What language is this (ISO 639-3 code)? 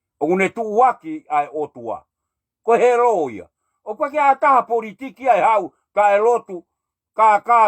ton